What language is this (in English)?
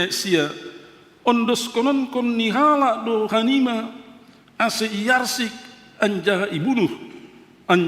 Batak Simalungun